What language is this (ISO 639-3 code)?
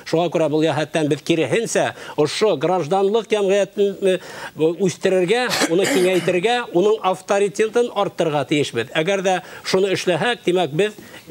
bak